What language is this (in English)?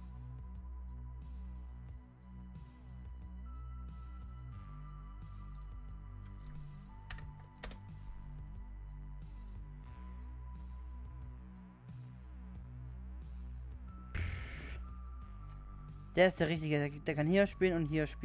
German